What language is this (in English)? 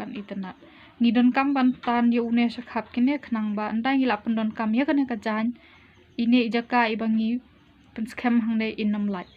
Khasi